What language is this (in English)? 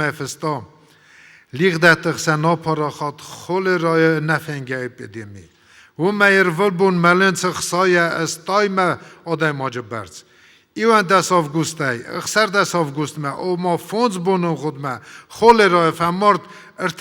Ossetic